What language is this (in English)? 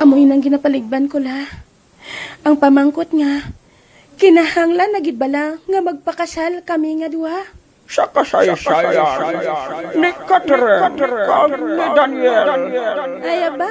Hiligaynon